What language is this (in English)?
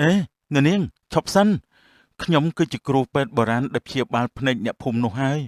Khmer